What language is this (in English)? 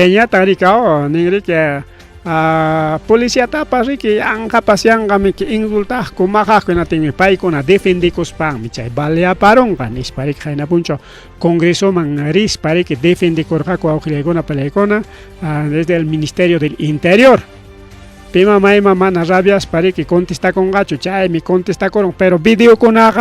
Ayacucho Quechua